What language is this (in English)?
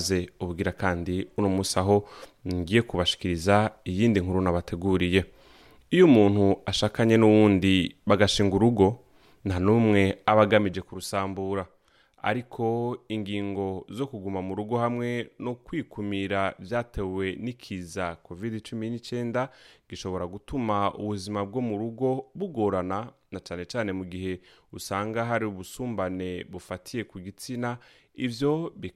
Rundi